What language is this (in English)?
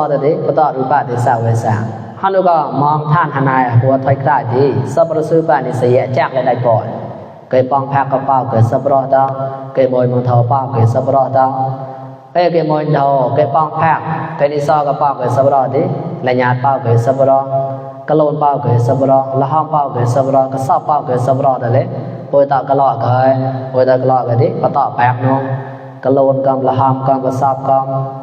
Mon